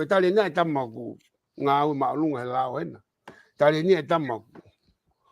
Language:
Tongan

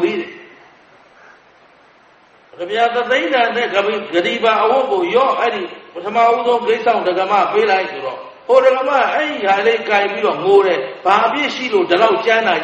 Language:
Burmese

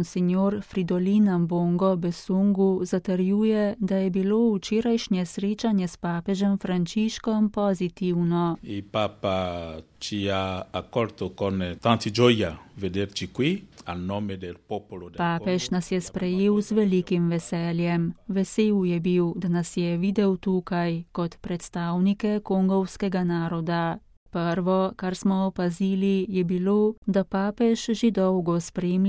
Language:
Slovenian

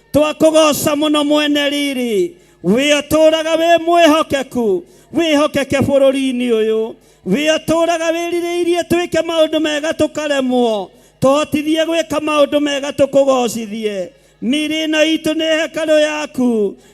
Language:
Kikuyu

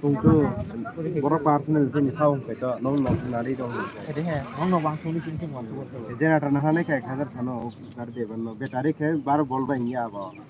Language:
Kok Borok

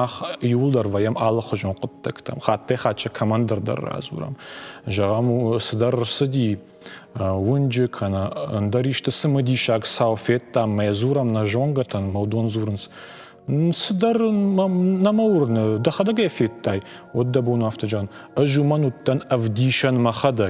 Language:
Ossetic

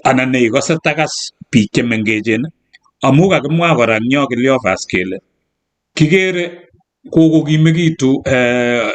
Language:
Kalenjin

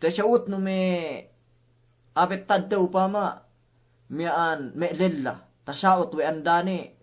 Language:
Yakan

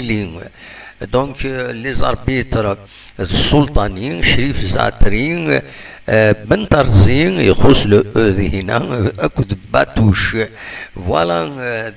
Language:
Kabyle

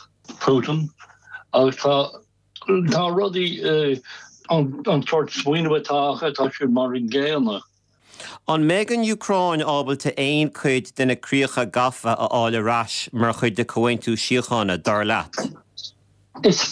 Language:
Irish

